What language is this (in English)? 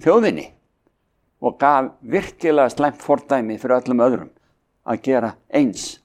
Icelandic